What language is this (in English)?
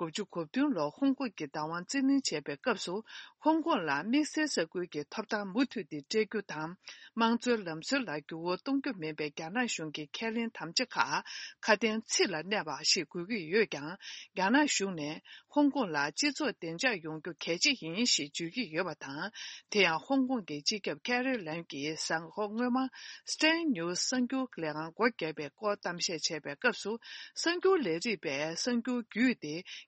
Tibetan